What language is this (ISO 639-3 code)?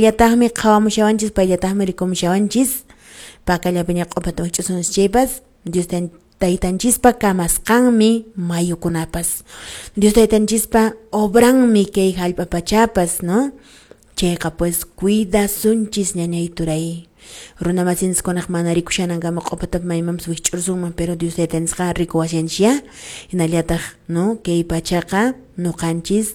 que